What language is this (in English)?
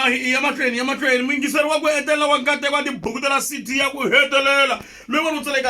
Tsonga